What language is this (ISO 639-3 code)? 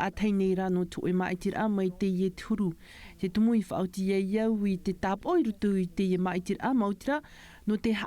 tah